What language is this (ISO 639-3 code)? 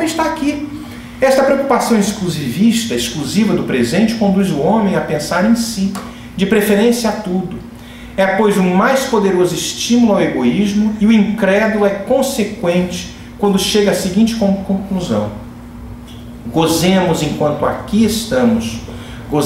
por